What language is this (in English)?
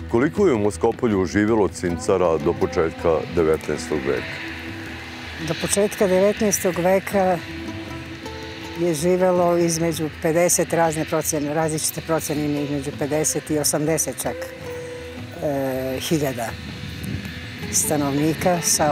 Serbian